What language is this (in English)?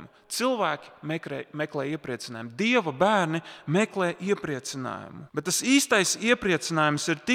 Latvian